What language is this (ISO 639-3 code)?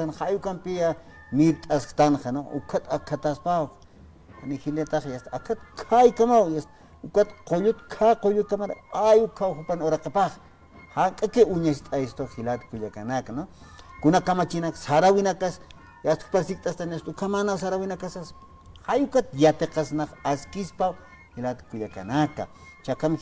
aym